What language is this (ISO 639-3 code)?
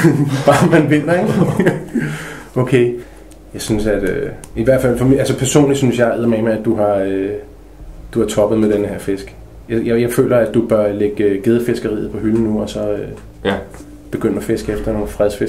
dan